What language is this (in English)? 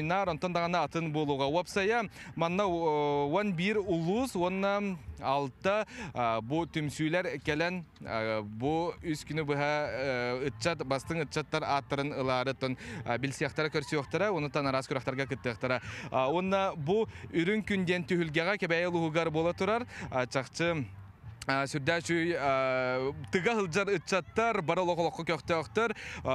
Yakut